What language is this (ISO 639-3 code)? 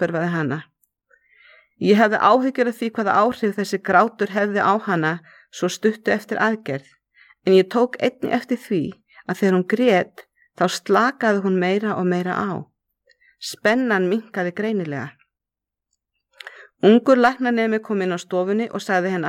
isl